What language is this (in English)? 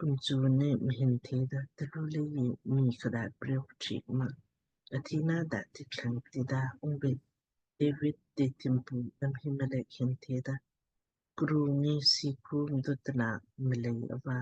Lamkang